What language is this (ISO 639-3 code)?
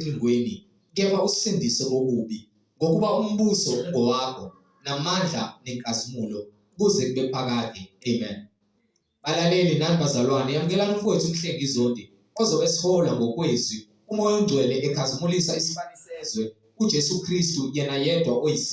zul